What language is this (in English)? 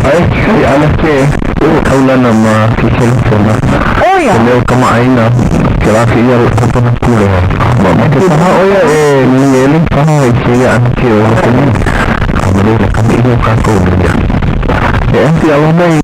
Hawaiian